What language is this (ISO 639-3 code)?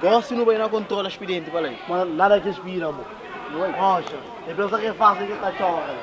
kea